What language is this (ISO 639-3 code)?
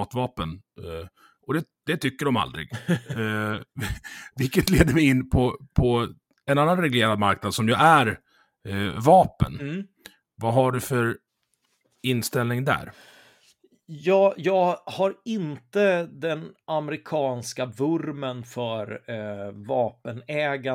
swe